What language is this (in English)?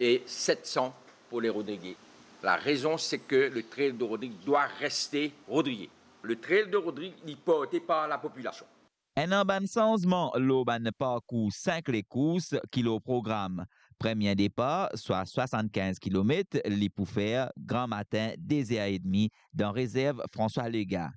Morisyen